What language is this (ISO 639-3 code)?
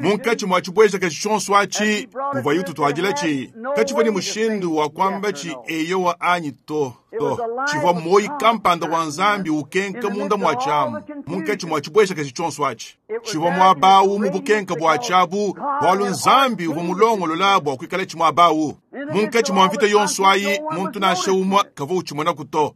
lua